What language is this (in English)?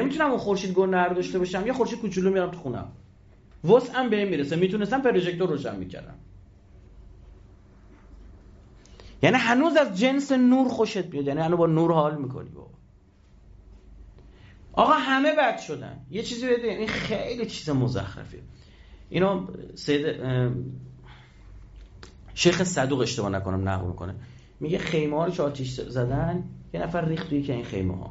Persian